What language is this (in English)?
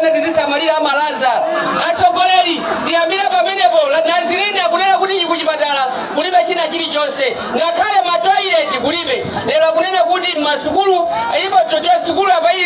Nyanja